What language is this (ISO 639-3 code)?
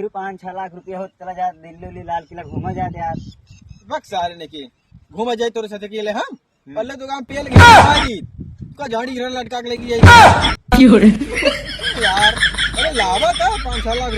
awa